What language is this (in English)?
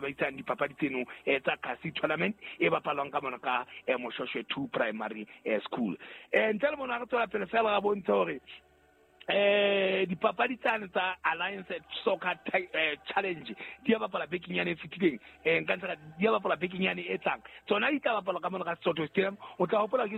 Southern Sotho